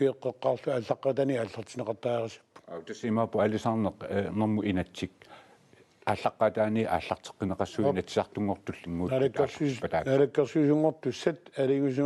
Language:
Kalaallisut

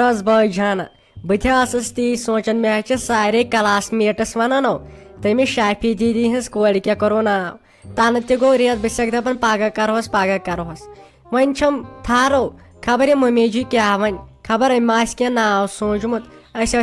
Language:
Kashmiri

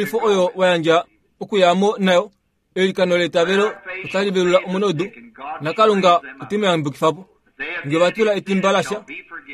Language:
Kuanyama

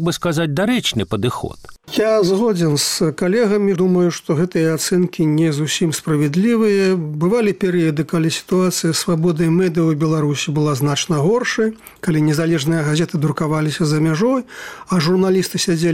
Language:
Belarusian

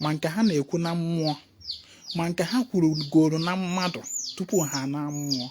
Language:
Igbo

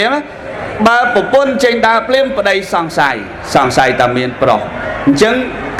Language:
Khmer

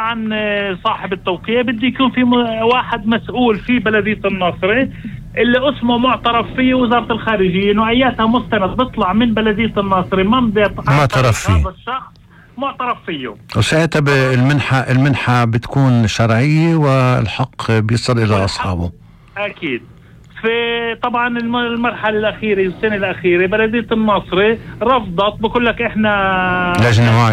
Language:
North Levantine Arabic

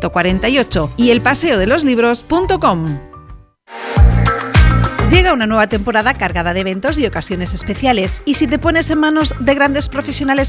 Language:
Spanish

